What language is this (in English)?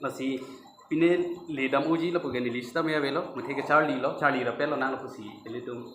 Karbi